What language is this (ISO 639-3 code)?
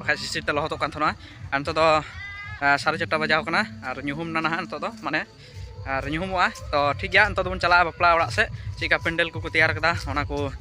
sat